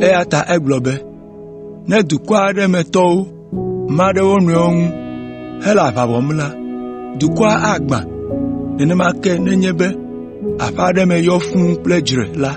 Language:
Ewe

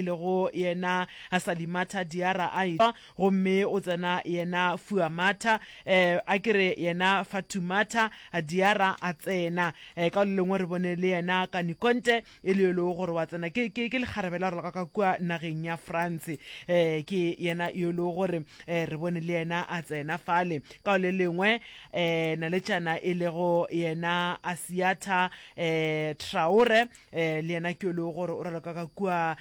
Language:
Northern Sotho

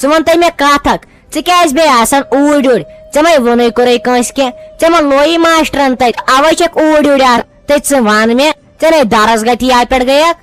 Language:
Kashmiri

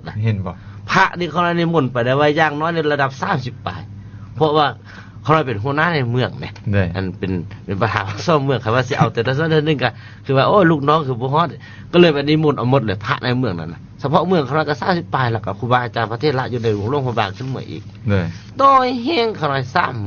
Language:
Lao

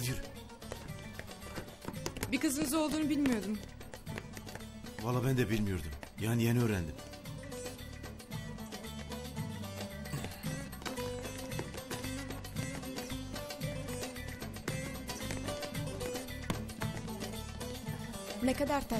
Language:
Turkish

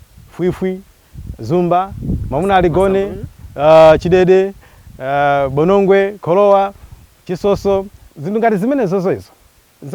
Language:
Nyanja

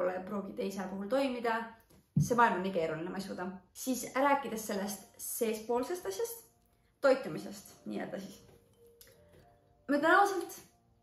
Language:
Estonian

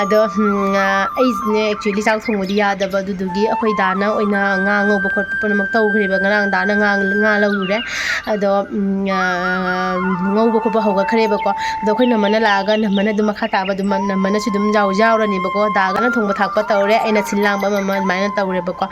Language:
Manipuri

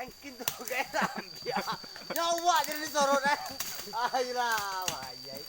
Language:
Minangkabau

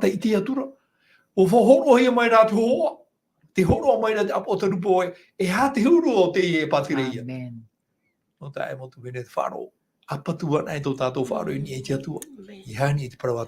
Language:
Tahitian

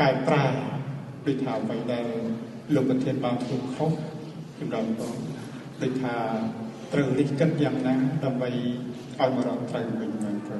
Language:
Khmer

